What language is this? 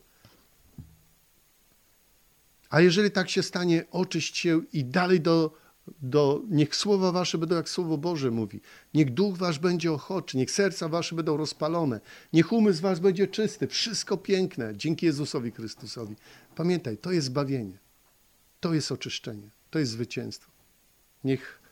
Polish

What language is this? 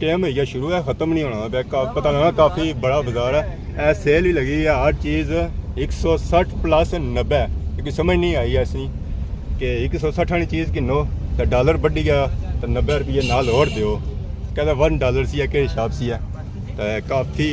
Pahari-Potwari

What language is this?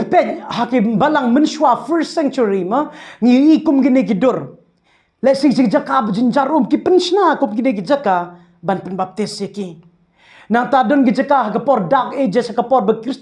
Khasi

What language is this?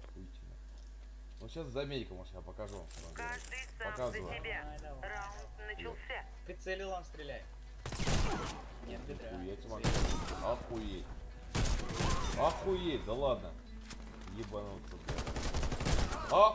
Russian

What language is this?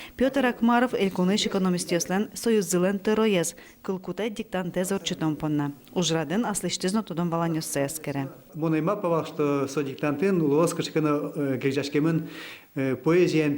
Udmurt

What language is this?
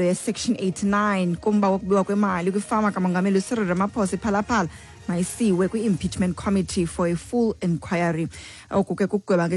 Xhosa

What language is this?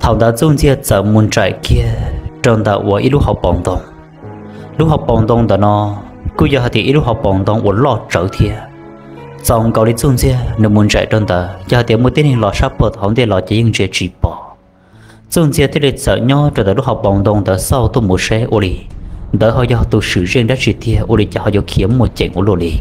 Hmong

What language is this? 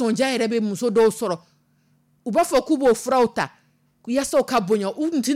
Dyula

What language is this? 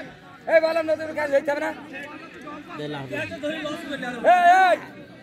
Bangla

